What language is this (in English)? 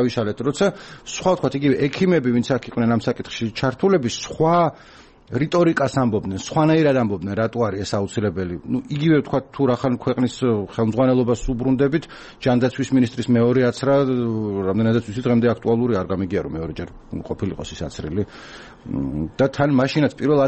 Georgian